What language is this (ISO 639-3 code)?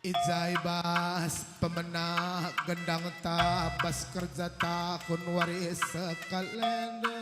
btx